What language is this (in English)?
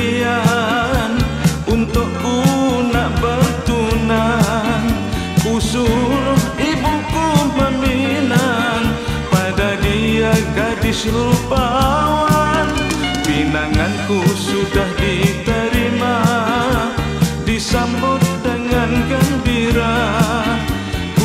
Malay